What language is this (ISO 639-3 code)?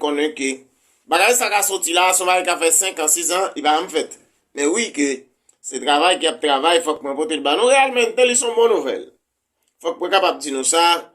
hat